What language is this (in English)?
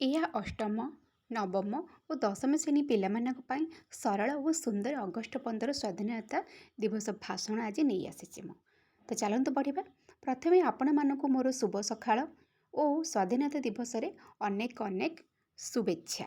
Odia